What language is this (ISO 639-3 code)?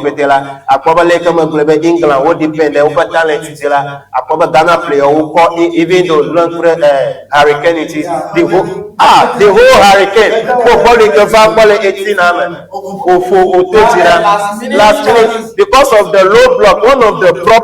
ewe